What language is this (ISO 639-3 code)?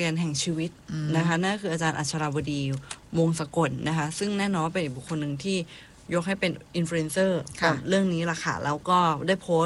tha